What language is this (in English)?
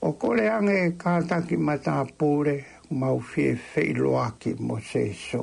Tongan